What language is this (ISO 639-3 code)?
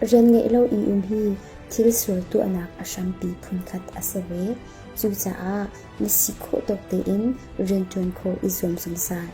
cnh